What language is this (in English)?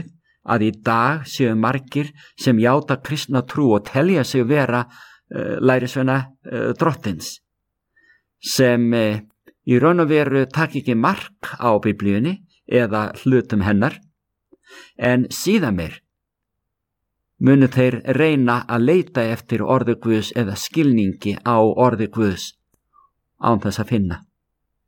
Icelandic